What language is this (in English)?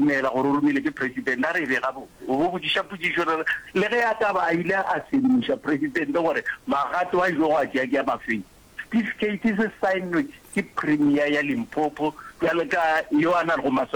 Northern Sotho